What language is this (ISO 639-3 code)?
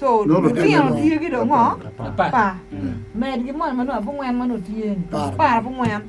ach